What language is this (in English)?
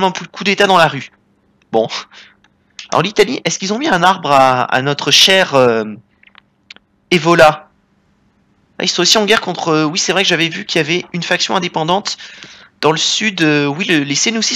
French